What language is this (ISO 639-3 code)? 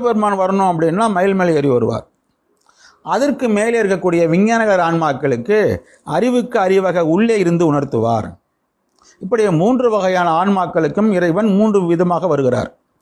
tam